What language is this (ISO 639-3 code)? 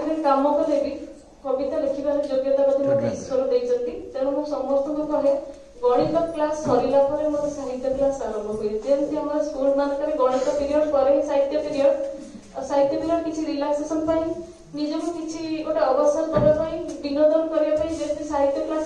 ori